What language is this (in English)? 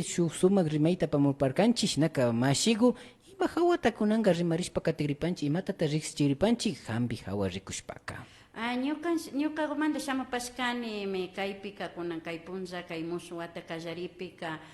Imbabura Highland Quichua